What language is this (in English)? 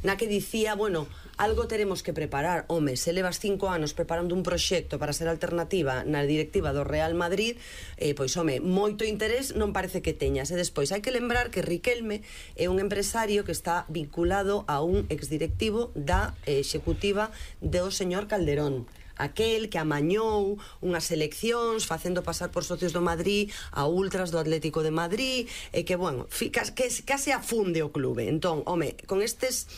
Galician